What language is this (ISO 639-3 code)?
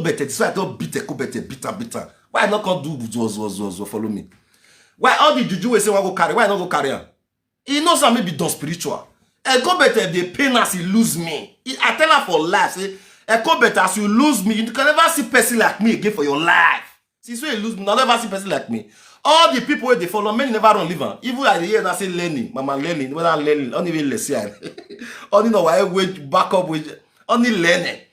pcm